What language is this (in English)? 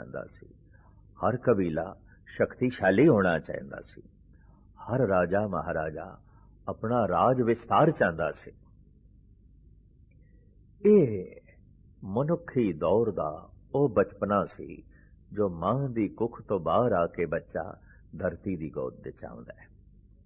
Punjabi